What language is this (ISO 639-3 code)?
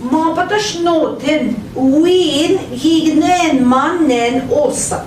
ojc